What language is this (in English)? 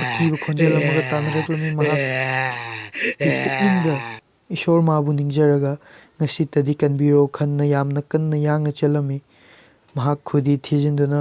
Manipuri